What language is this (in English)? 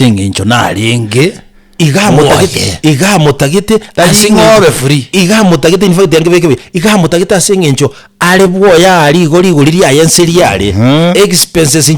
Gusii